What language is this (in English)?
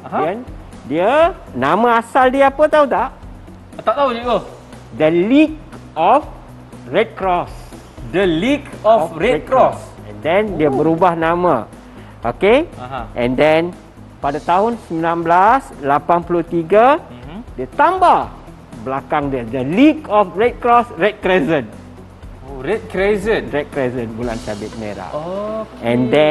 Malay